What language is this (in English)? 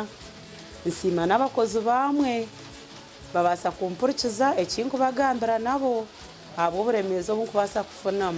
Nyankole